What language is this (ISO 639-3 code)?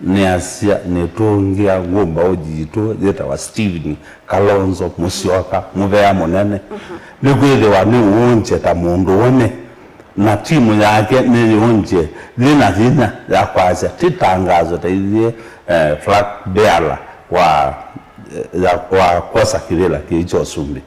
kam